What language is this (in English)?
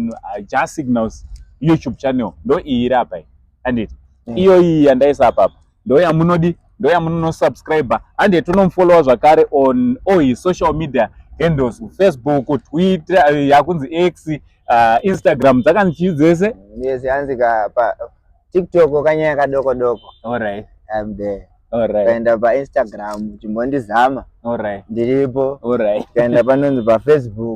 Shona